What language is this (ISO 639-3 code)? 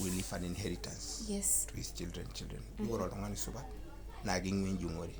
mas